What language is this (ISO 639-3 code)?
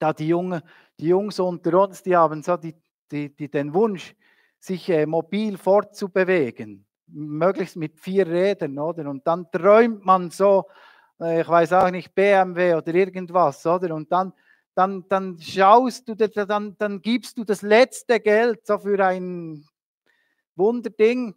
gsw